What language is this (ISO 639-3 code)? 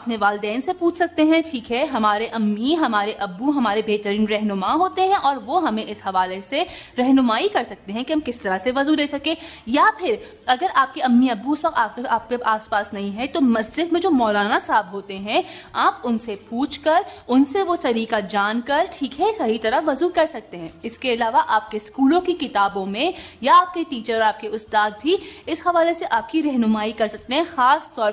urd